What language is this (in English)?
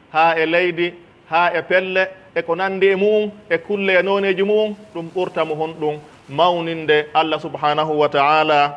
Pular